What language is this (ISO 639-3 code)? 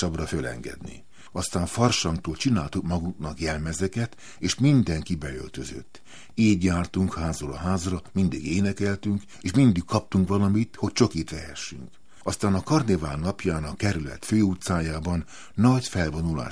hun